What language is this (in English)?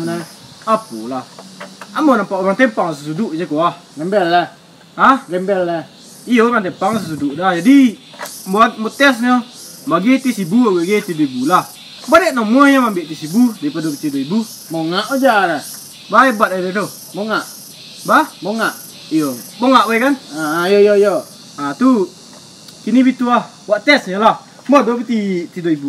Minangkabau